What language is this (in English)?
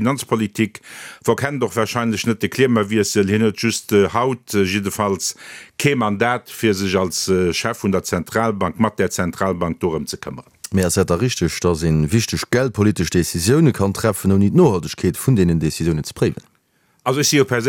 Luxembourgish